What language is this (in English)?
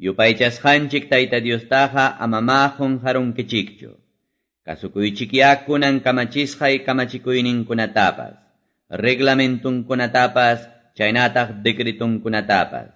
Quechua